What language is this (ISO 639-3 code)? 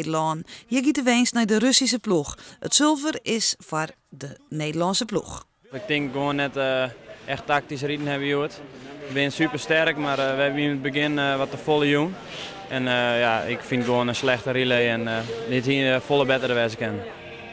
fry